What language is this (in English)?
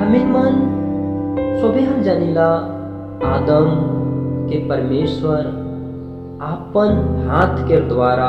Sadri